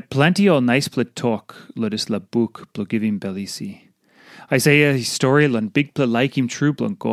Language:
Tok Pisin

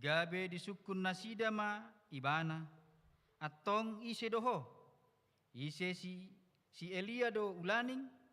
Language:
Batak Toba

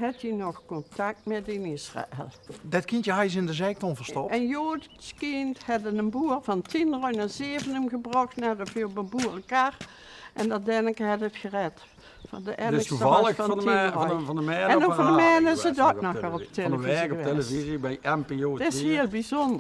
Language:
Limburgish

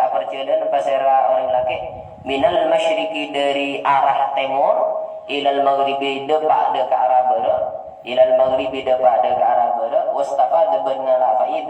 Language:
Madurese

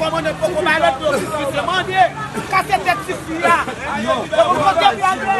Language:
Haitian Creole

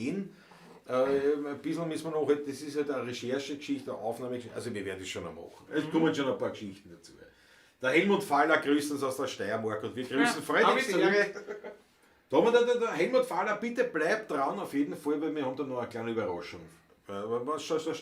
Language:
Bavarian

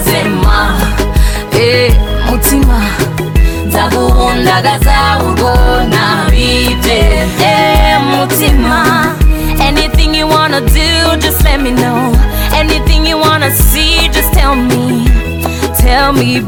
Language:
Kinyarwanda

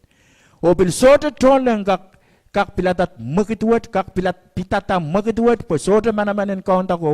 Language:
Pohnpeian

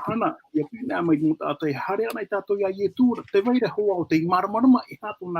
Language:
Tahitian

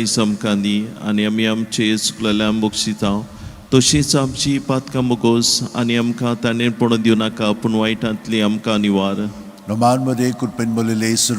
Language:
Konkani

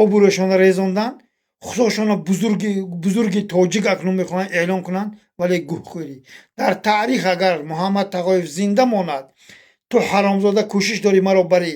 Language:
Tajik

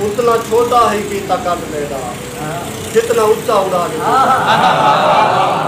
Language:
Saraiki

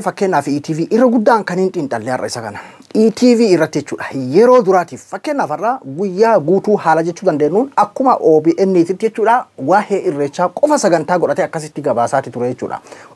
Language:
Oromo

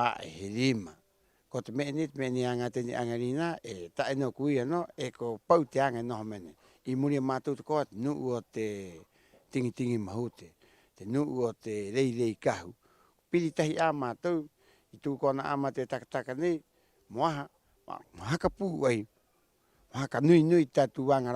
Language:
Rapanui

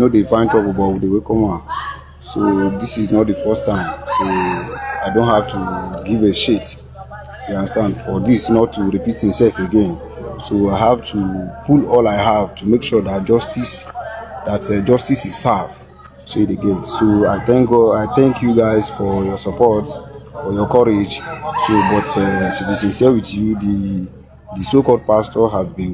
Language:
Igbo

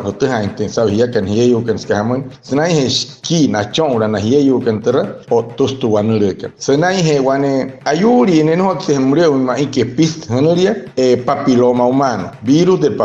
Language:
Wayuu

